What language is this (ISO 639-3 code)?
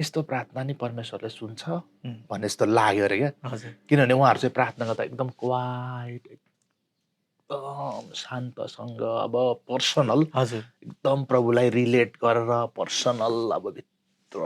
nep